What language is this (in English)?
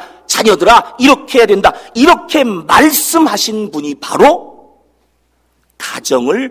Korean